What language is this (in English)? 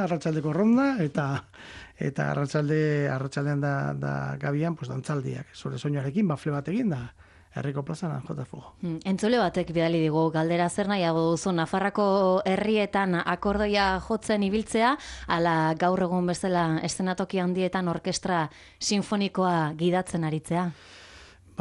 Basque